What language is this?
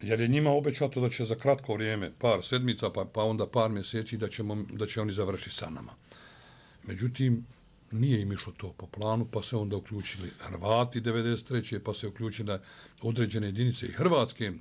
Bosnian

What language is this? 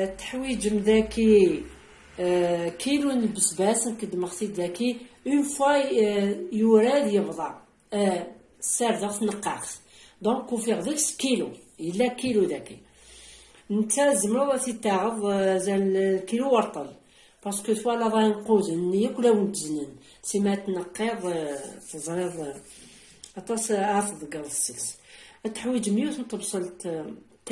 Kabyle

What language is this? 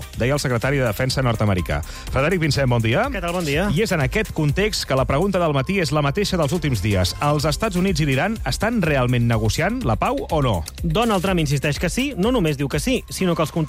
Catalan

